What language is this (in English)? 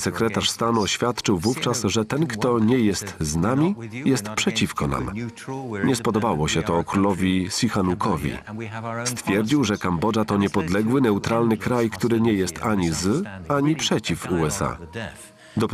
Polish